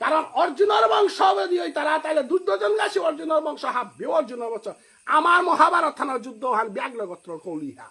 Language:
Bishnupriya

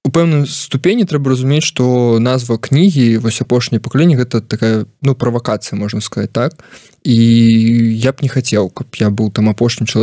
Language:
Belarusian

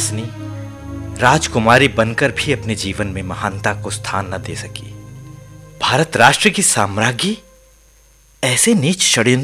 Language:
Hindi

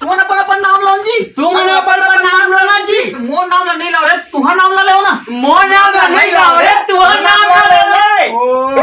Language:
Chhattisgarhi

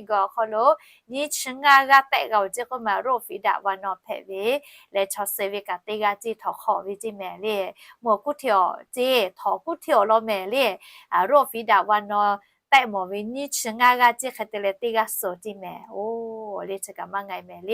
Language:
Lahu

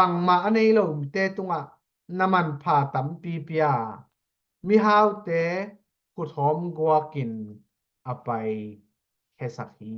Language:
Tedim Chin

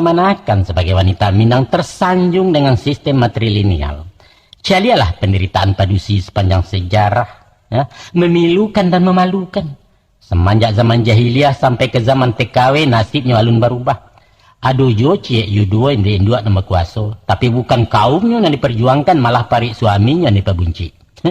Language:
Minangkabau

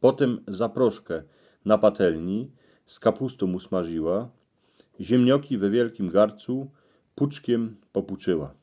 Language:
Silesian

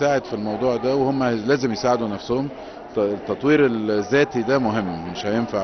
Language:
Egyptian Arabic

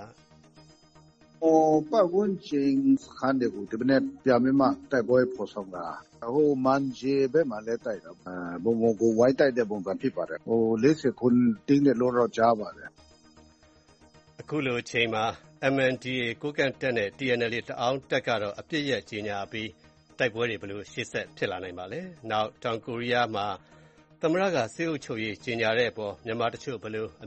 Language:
Burmese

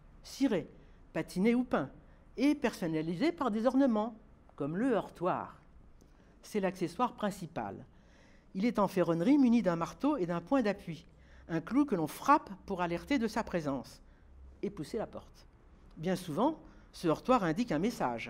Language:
French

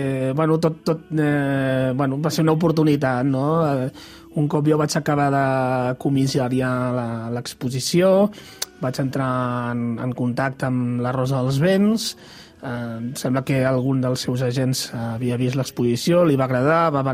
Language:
Catalan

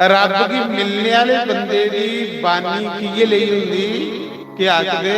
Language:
Dogri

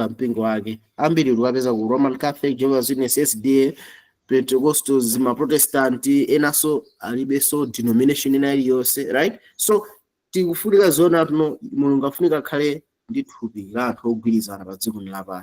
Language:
Nyanja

